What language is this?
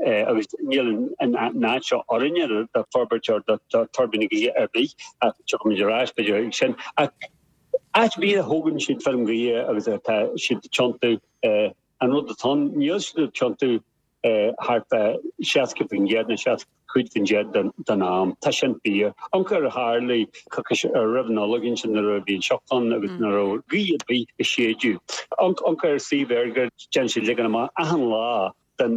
Irish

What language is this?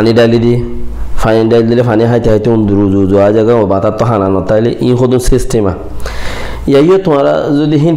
Rohingya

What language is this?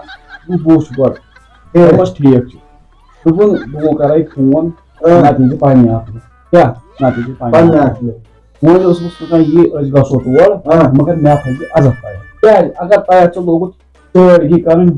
Kashmiri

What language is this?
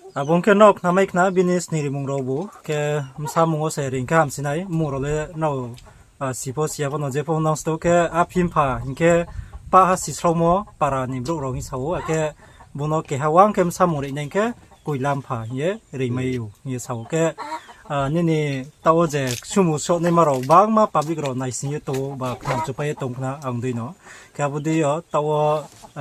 Riang (India)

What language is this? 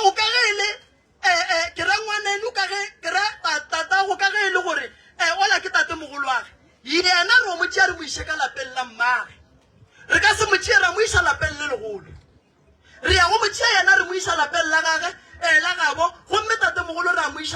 Northern Sotho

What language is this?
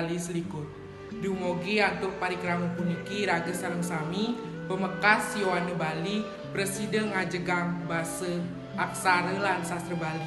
Balinese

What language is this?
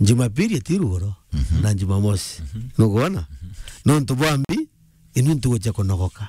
Meru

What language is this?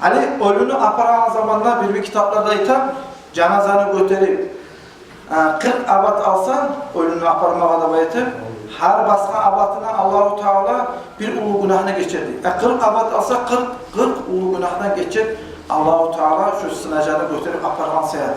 Kumyk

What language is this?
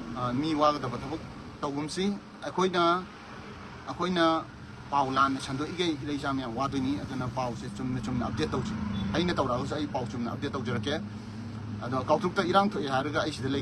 Manipuri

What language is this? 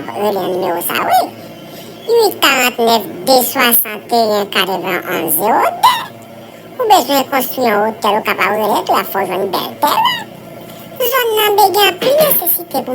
Haitian Creole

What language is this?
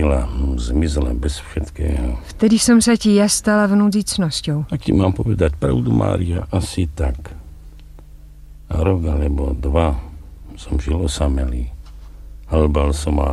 Slovak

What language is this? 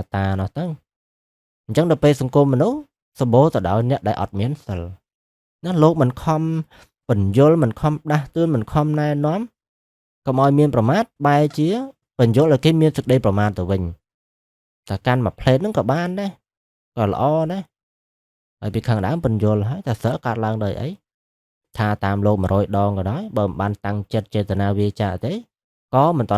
Khmer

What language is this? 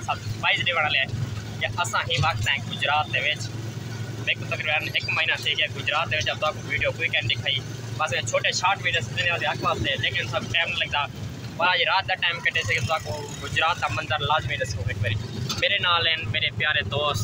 Saraiki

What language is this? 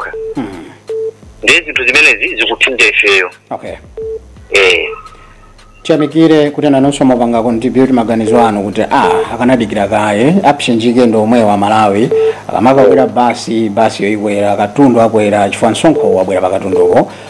Nyanja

